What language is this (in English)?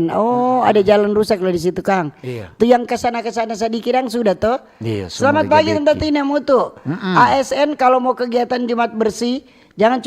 Manado Malay